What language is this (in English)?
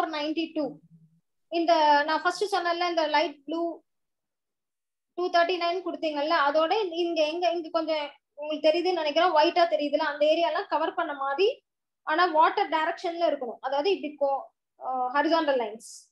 Tamil